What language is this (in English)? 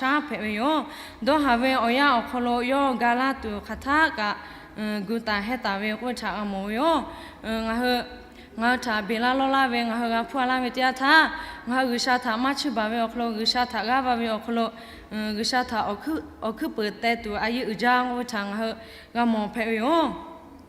Lahu